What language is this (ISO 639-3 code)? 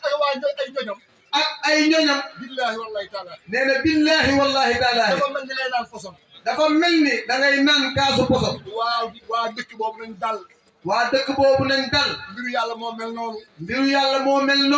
wol